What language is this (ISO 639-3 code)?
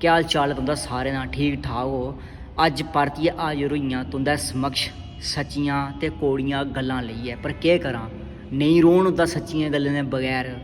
doi